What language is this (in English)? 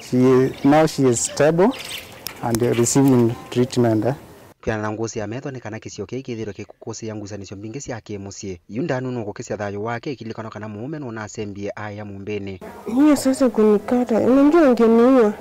Kamba